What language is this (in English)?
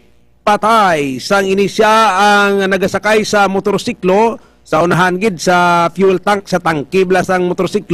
Hiligaynon